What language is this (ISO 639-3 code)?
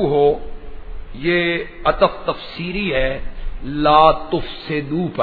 urd